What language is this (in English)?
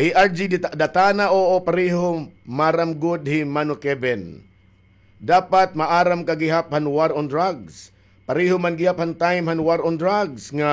Waray